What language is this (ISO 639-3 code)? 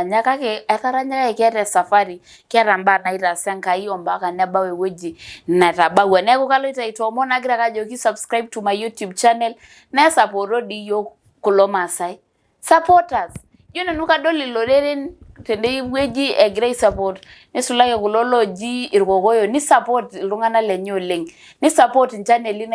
mas